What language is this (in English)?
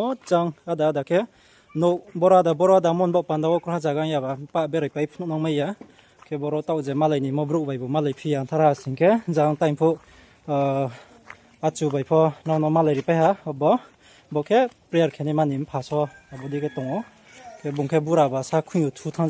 Riang (India)